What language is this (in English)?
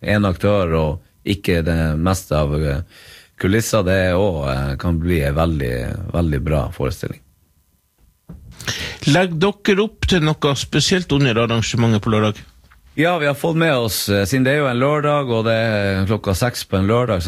Norwegian